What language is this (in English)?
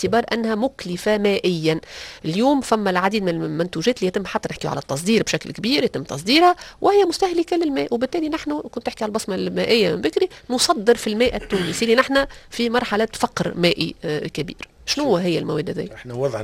Tunisian Arabic